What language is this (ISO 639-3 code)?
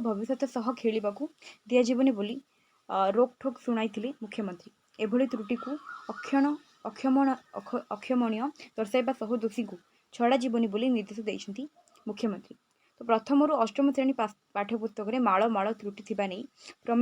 ori